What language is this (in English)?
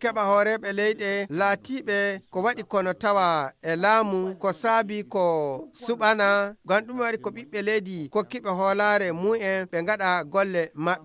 Fula